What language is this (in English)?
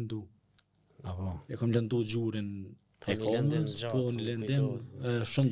Albanian